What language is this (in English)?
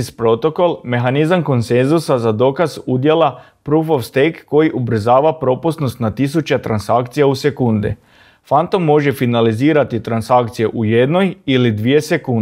Croatian